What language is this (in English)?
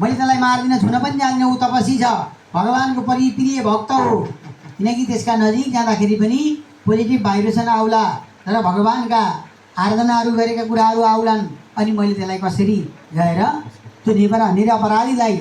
Nepali